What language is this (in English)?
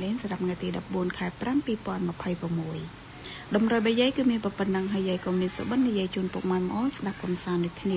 Khmer